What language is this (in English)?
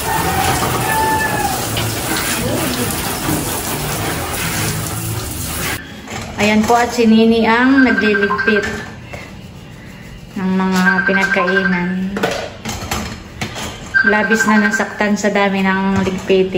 Filipino